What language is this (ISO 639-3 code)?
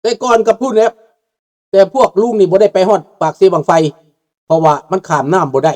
lao